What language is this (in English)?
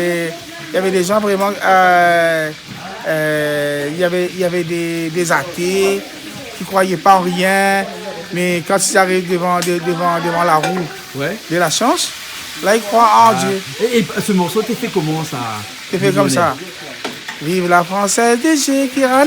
Réunion Creole French